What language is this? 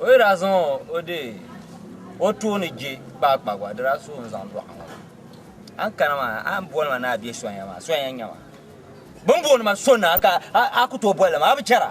Dagbani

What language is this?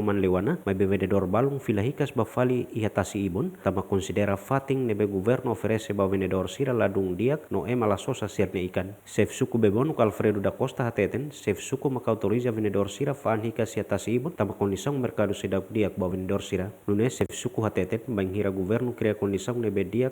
Tetum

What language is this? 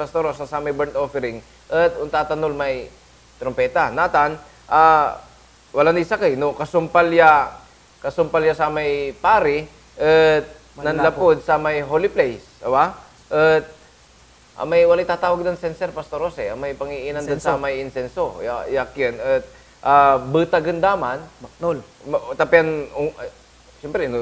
Pangasinan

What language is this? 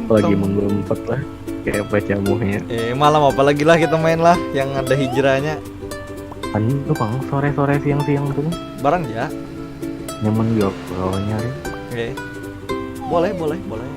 Banjar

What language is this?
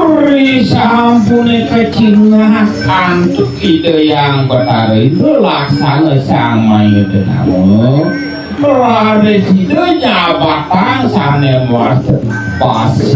Balinese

